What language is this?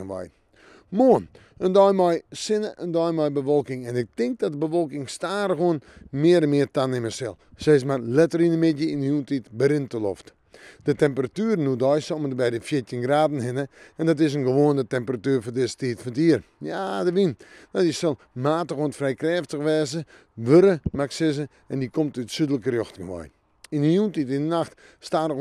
Western Frisian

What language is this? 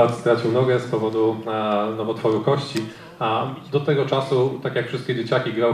Polish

